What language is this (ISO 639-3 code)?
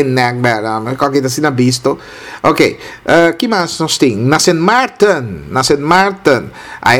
pap